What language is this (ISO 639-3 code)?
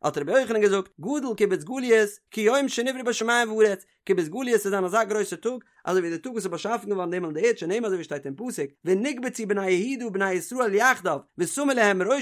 yid